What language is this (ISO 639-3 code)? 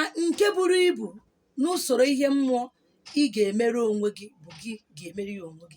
ibo